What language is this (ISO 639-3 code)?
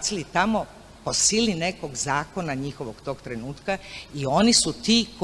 srp